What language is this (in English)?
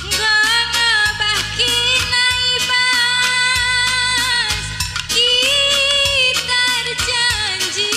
Batak Karo